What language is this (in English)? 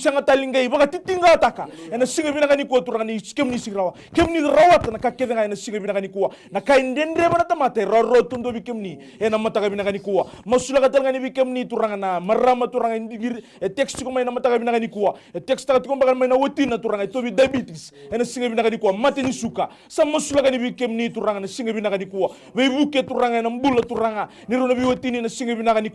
Fijian